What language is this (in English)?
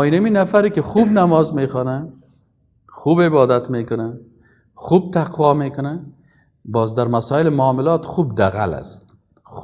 Persian